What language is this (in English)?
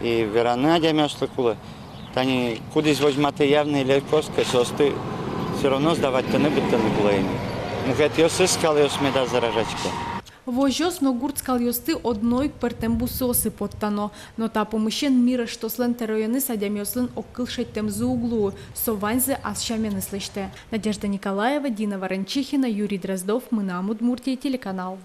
Udmurt